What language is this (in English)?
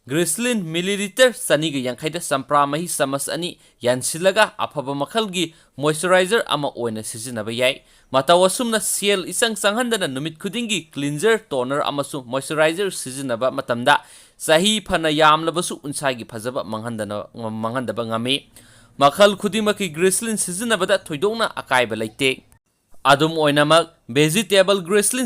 Manipuri